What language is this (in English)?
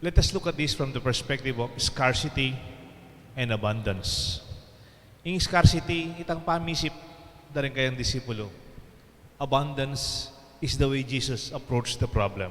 Pampanga